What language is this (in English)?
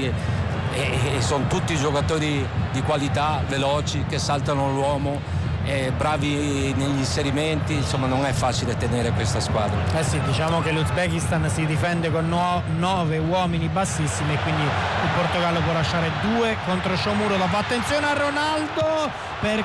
Italian